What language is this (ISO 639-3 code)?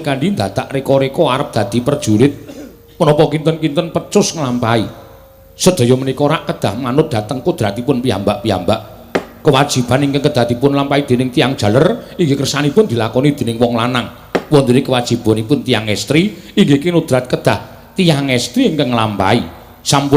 jav